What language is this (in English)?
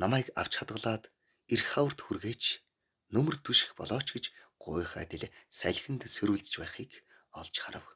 Mongolian